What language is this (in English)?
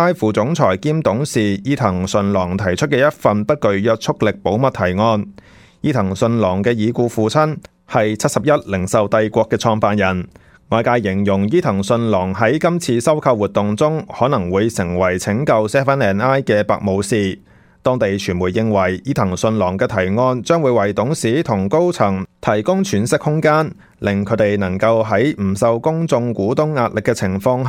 Cantonese